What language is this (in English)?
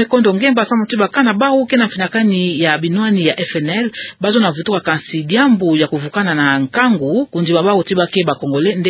Kituba (Democratic Republic of Congo)